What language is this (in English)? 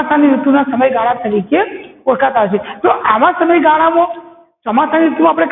Gujarati